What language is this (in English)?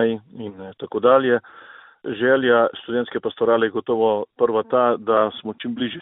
Slovenian